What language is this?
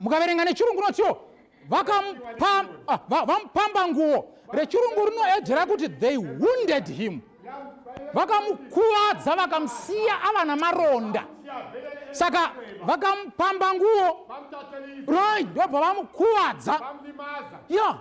Shona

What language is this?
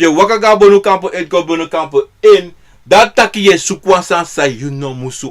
Sranan Tongo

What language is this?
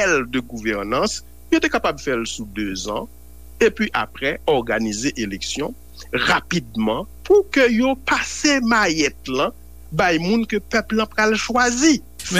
Haitian Creole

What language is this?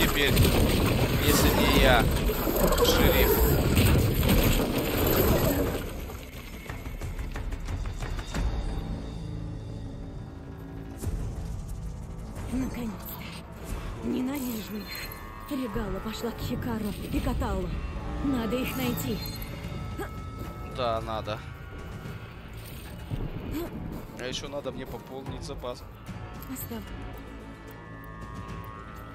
Russian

